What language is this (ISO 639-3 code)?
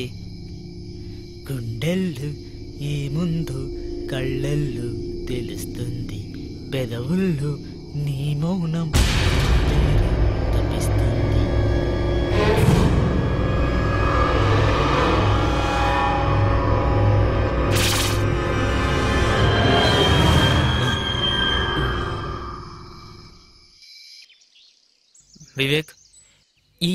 tel